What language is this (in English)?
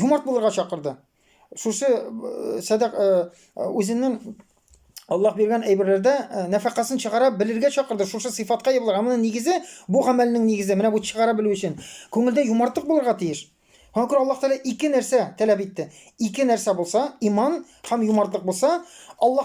Tatar